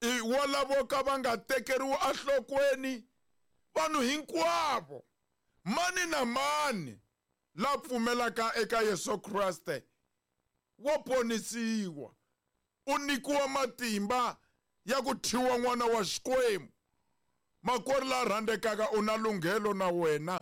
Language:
Tsonga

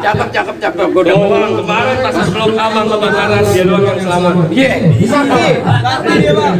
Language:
Betawi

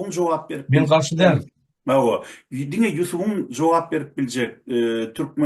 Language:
Turkmen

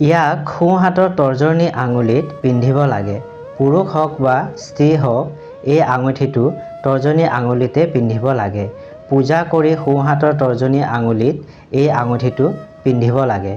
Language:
Assamese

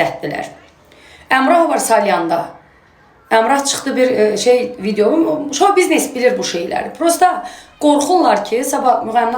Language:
Azerbaijani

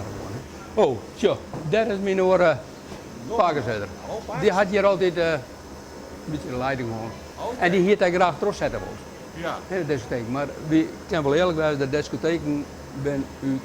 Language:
Western Frisian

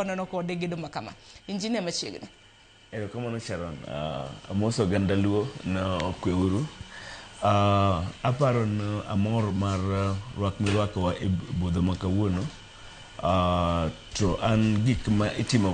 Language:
Luo (Kenya and Tanzania)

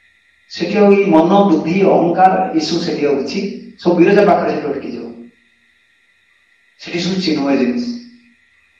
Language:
Odia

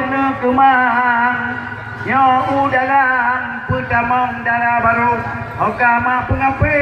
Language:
Achinese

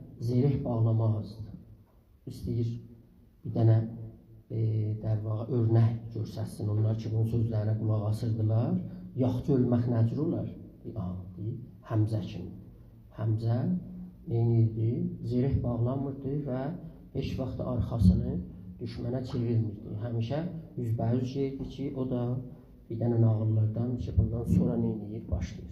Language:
South Azerbaijani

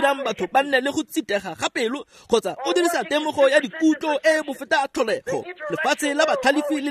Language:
Tswana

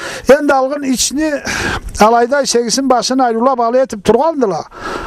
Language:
Karachay-Balkar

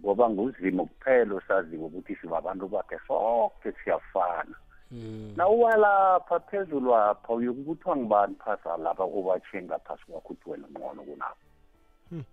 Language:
South Ndebele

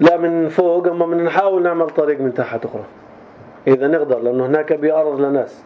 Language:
North Levantine Arabic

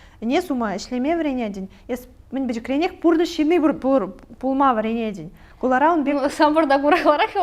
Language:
Chuvash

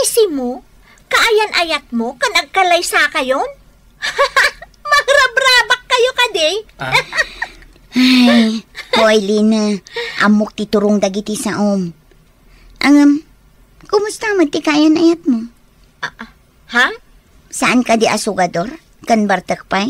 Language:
Iloko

